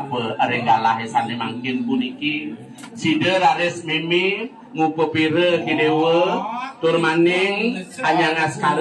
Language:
Balinese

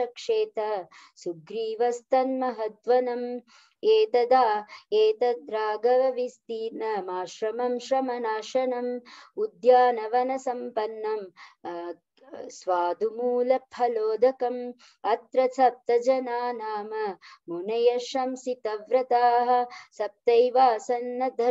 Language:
Sanskrit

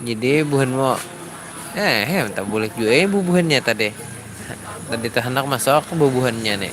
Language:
Banjar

